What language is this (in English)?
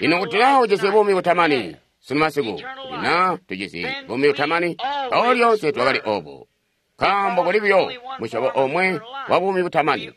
Tonga (Zambia)